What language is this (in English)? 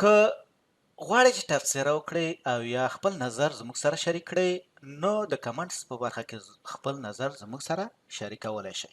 Pashto